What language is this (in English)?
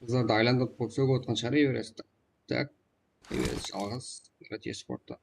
Kara-Kalpak